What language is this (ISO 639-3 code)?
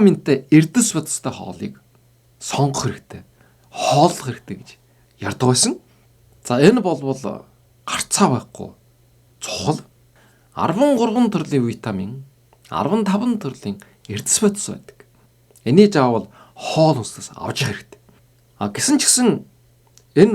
mon